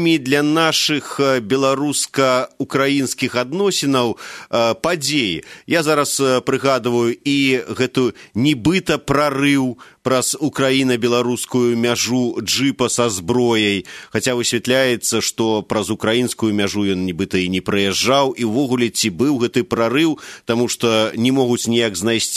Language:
Belarusian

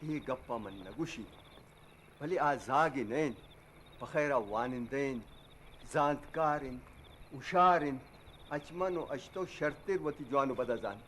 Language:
Eastern Balochi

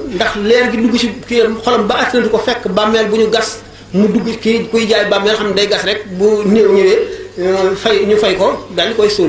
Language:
Wolof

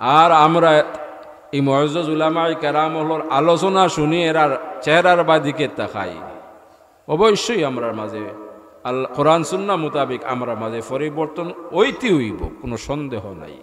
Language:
Sylheti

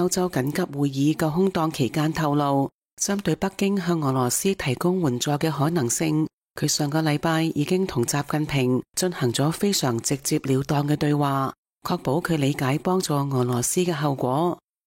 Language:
Cantonese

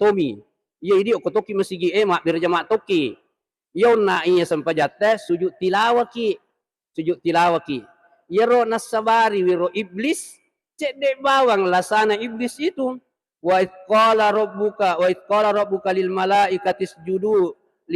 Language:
Buginese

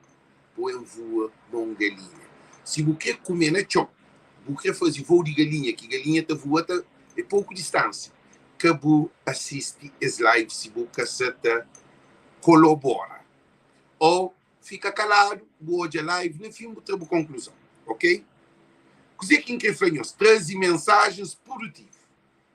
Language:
Kabuverdianu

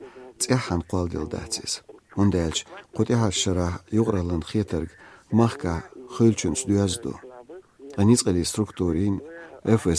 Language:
Chechen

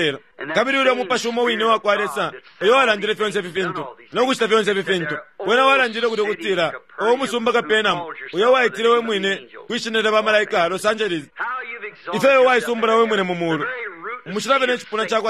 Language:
Bemba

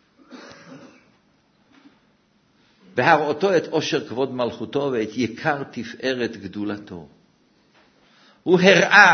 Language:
Hebrew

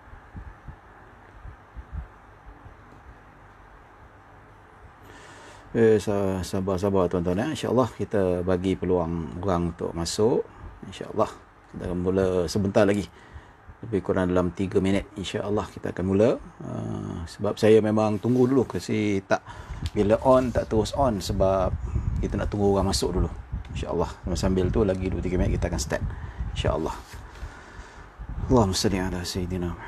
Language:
Malay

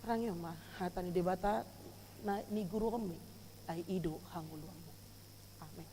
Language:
Batak Toba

